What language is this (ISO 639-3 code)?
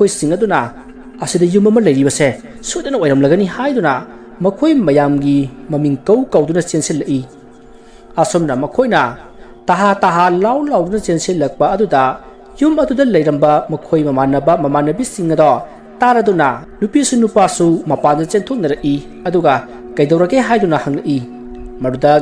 mni